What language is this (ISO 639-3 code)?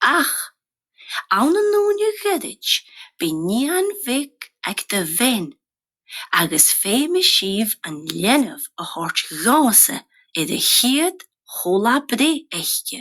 gla